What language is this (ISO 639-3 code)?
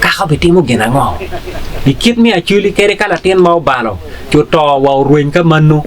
ach